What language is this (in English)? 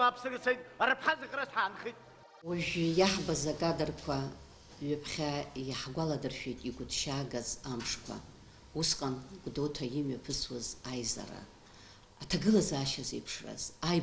Abkhazian